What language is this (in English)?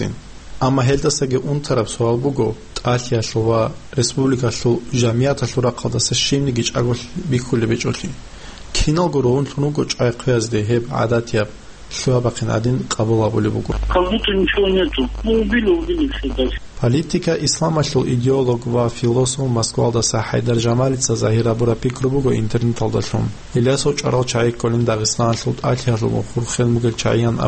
Avaric